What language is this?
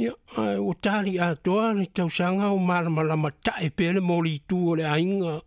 Samoan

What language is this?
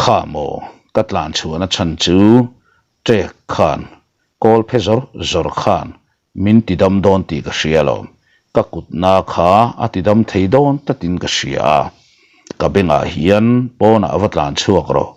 Mizo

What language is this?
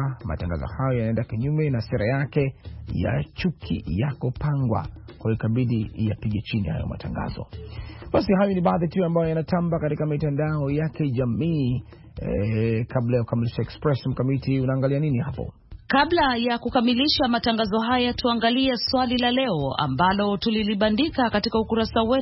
Swahili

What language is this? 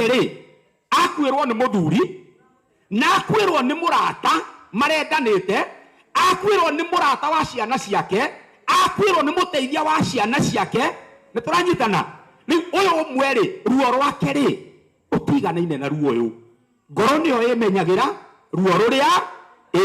Kikuyu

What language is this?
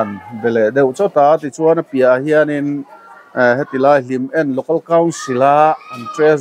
Mizo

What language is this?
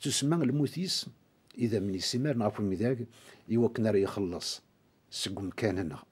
Kabyle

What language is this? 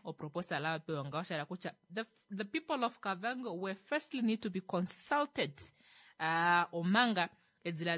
Kuanyama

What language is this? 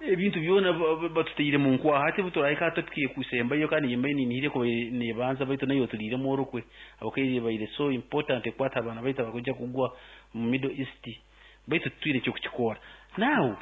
Nyoro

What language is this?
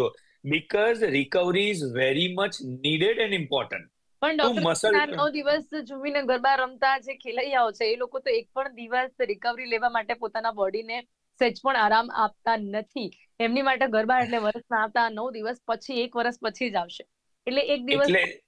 Gujarati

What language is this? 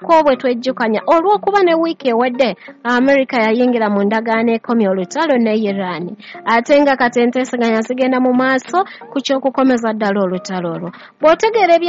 Ganda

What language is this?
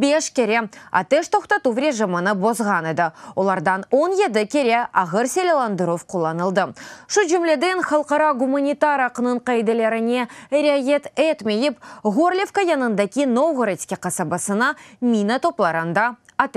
Crimean Tatar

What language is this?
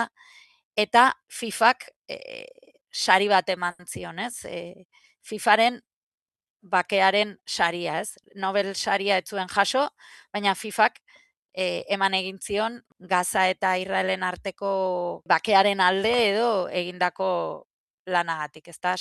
Basque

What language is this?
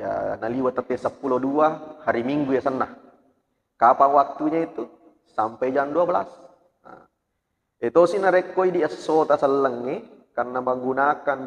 Buginese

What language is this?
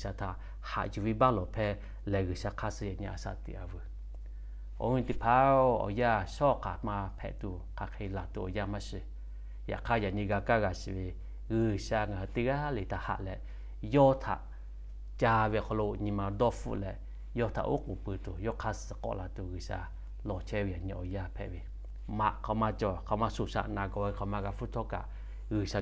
Lahu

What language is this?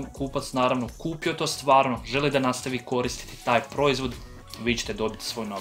Croatian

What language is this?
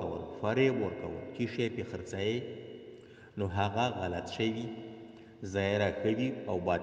Pashto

